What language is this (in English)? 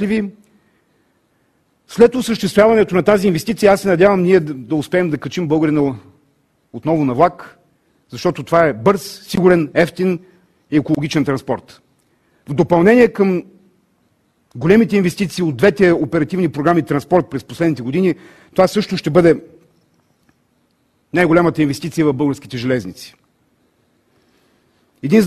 Bulgarian